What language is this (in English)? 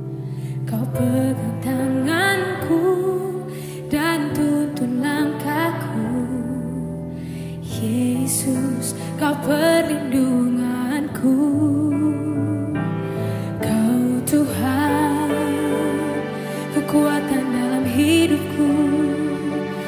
Indonesian